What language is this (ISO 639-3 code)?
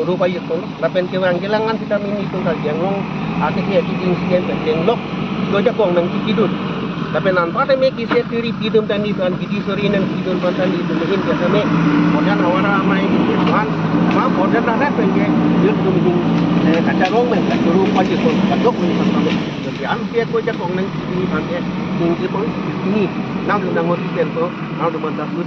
mjw